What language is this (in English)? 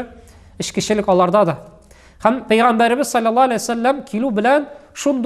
Tatar